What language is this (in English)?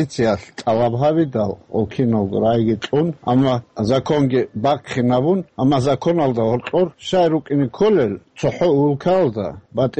Avaric